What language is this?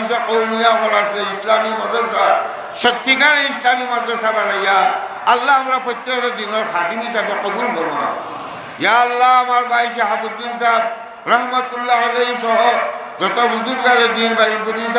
Sylheti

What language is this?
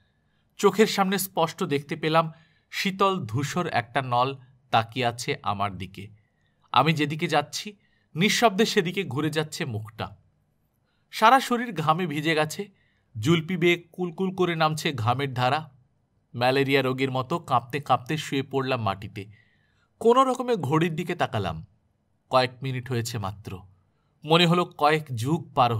Bangla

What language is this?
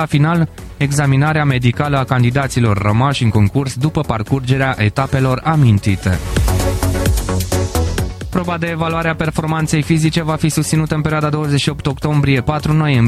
Romanian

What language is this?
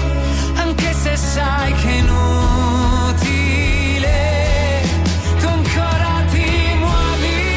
Italian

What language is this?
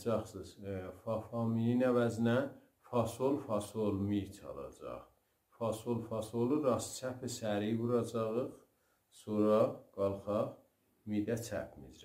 South Azerbaijani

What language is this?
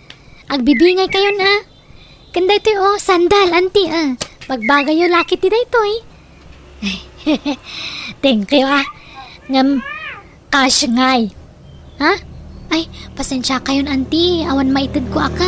Iloko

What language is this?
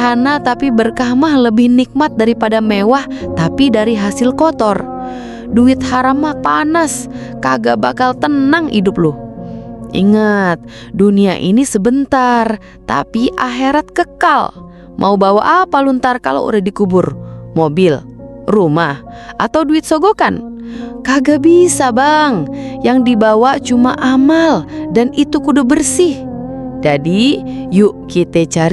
Betawi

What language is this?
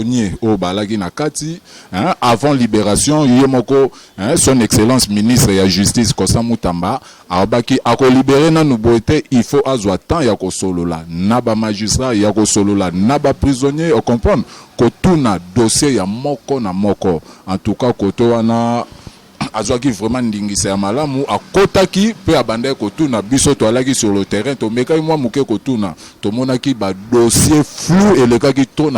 Lingala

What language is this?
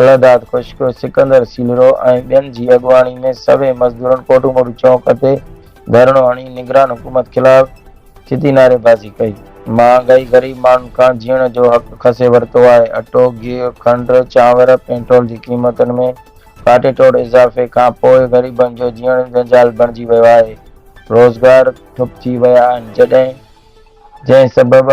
Sindhi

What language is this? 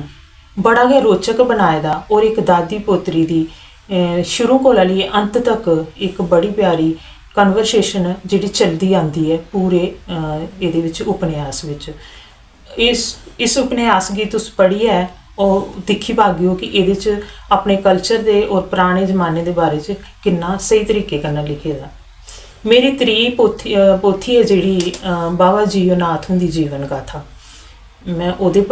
Dogri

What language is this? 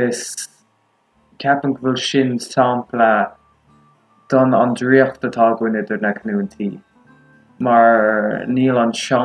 Irish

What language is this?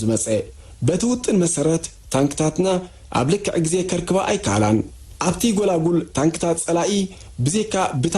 Tigrinya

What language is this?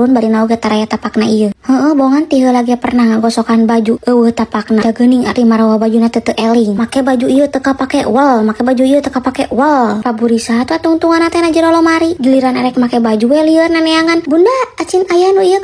Sundanese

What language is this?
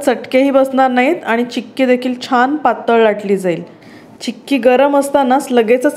Marathi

